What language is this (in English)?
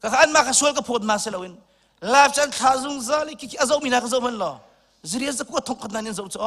Hakha Chin